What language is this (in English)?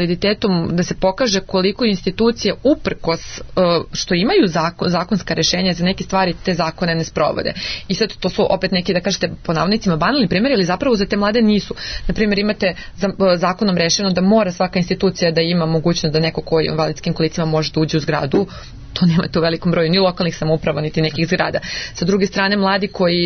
Serbian